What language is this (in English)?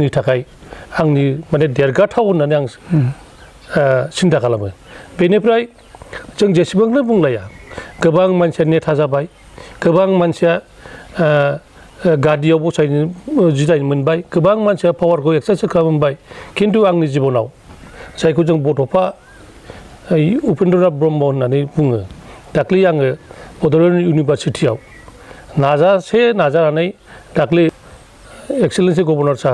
Bodo